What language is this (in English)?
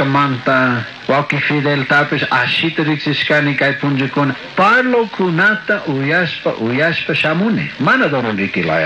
Chimborazo Highland Quichua